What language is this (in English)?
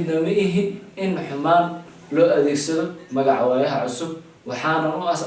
Somali